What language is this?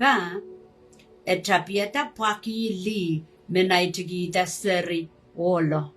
Pohnpeian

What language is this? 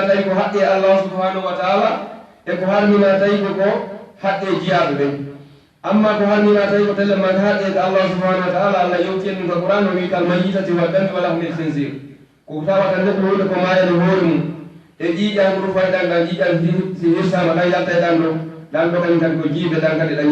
Fula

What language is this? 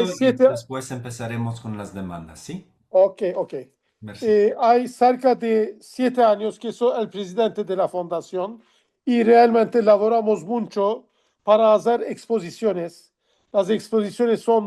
Ladino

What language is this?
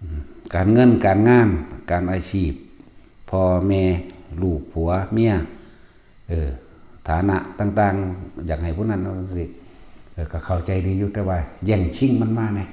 Northeastern Thai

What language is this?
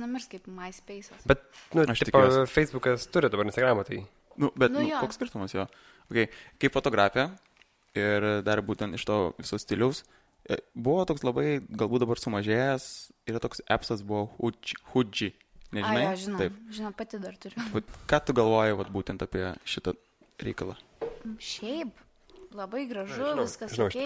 Lithuanian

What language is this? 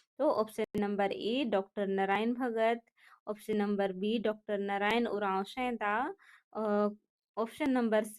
Kurukh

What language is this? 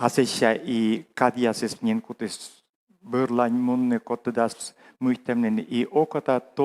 Komi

